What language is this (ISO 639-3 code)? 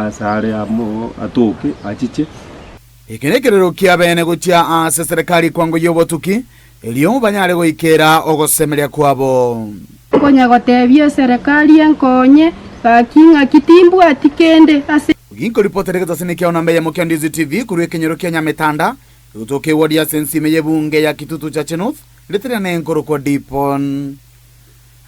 guz